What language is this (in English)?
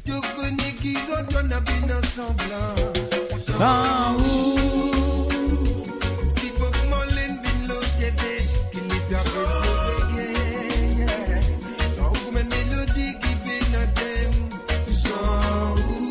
Morisyen